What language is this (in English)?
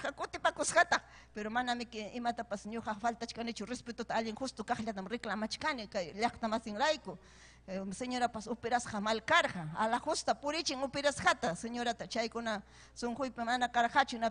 Ayacucho Quechua